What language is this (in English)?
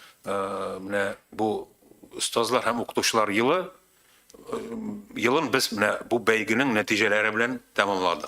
Tatar